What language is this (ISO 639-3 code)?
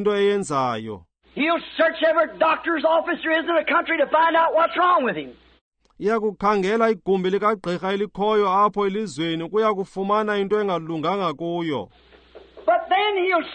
xho